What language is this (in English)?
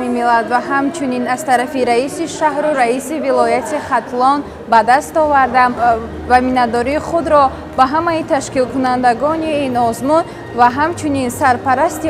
Tajik